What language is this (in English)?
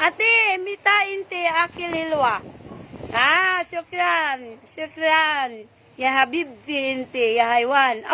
Cebuano